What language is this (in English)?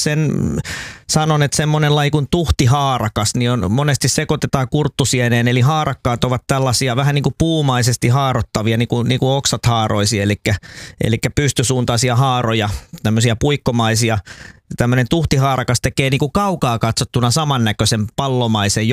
Finnish